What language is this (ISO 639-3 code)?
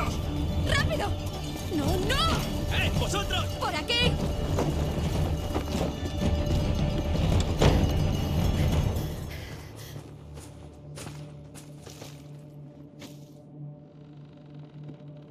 spa